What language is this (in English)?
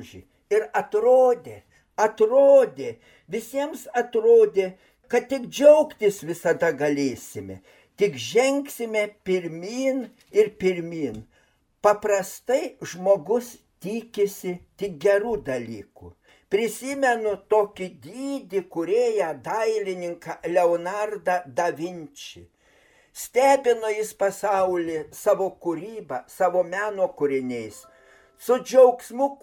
Lithuanian